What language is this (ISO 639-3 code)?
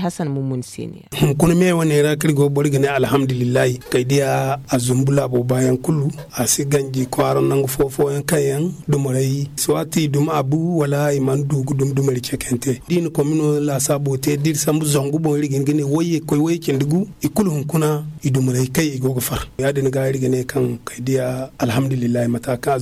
dje